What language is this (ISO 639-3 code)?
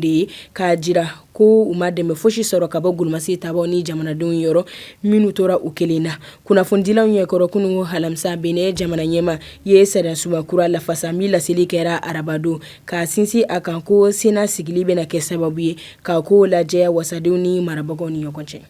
bam